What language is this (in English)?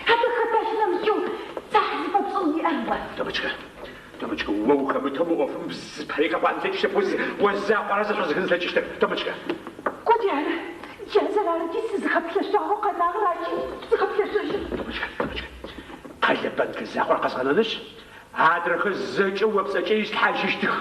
Adyghe